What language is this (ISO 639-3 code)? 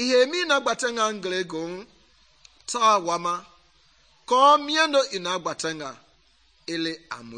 men